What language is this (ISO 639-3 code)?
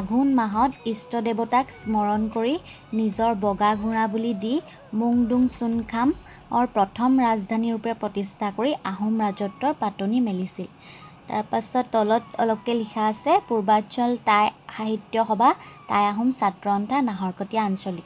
asm